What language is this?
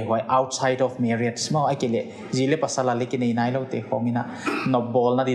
Paite Chin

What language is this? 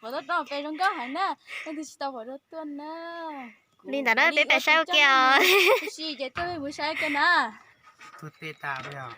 Hmong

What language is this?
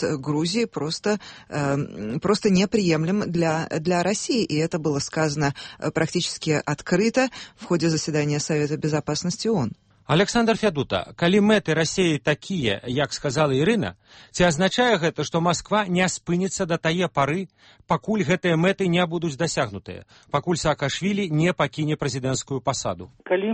Belarusian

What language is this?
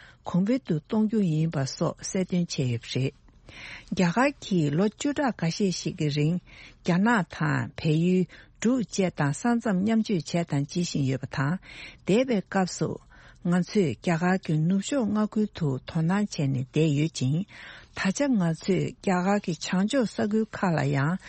Tibetan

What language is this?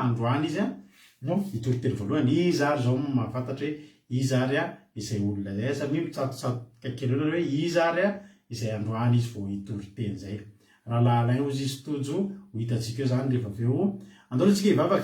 Malagasy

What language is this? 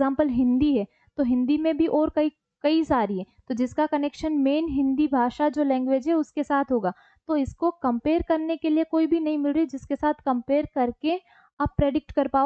Hindi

